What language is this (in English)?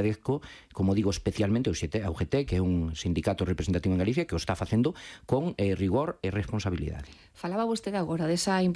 Galician